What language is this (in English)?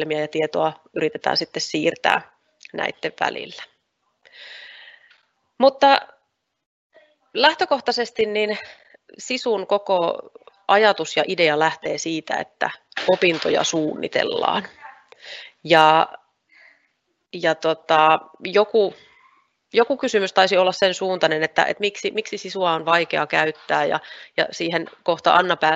Finnish